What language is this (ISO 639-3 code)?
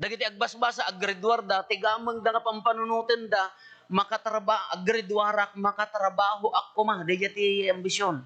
ilo